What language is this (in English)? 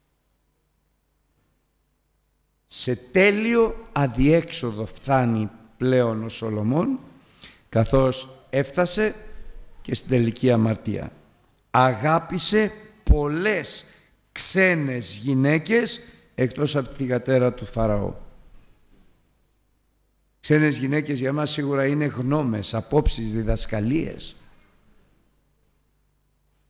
Greek